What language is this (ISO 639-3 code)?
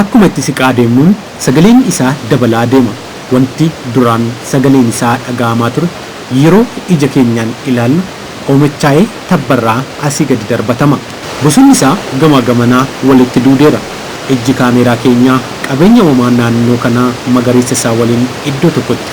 orm